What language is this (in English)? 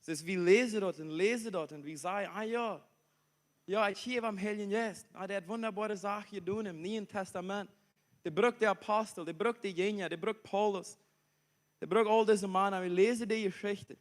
Plautdietsch